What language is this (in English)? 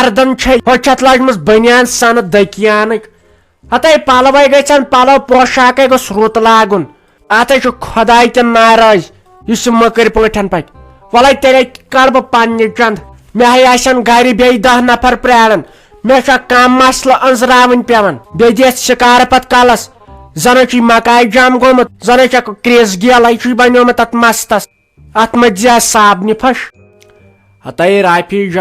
Kashmiri